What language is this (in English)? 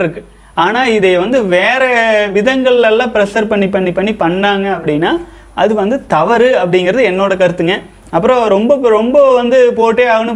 Tamil